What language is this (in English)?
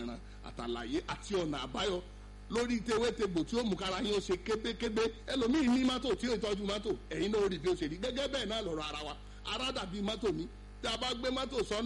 Yoruba